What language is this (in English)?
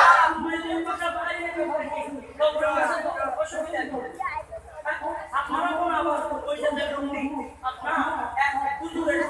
Bangla